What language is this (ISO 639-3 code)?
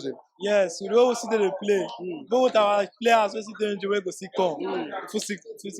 pcm